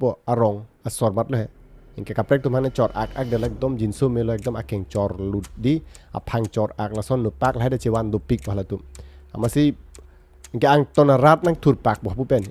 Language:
Karbi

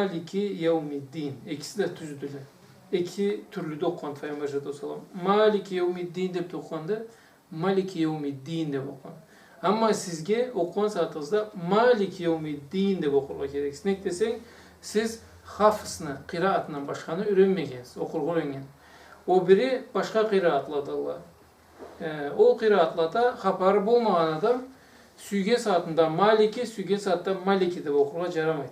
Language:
Karachay-Balkar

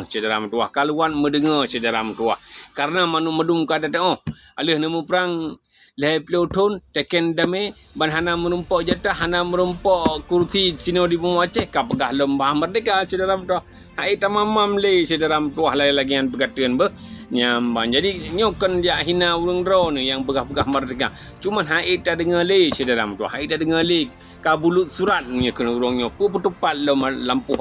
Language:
Achinese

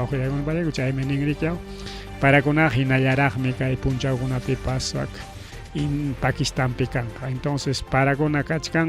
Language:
Ayacucho Quechua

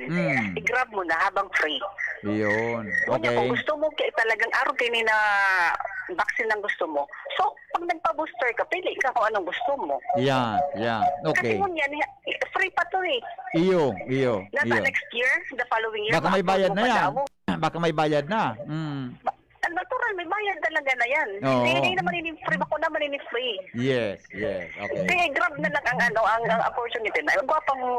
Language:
Bikol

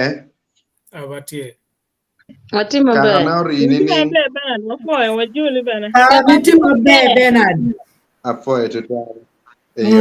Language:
Acoli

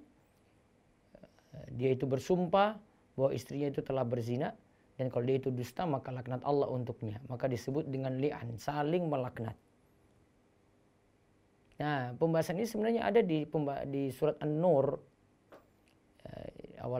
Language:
Indonesian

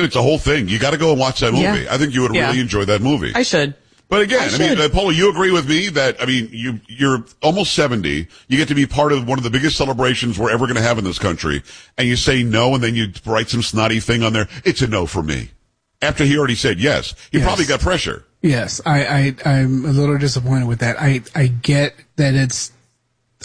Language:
English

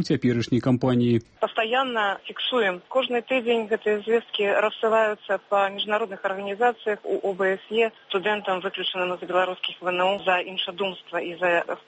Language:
Belarusian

